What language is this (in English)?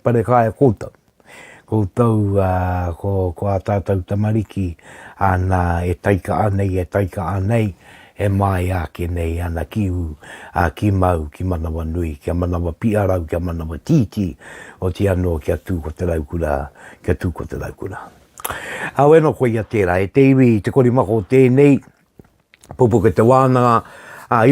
Māori